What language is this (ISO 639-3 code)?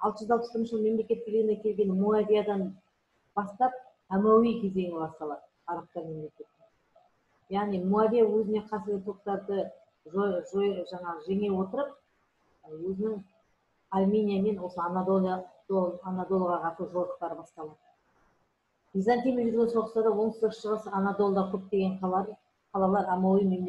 kaz